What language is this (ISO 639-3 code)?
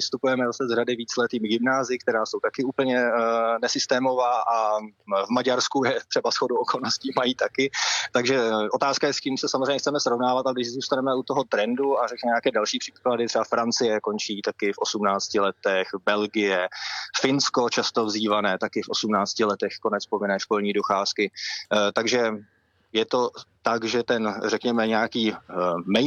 ces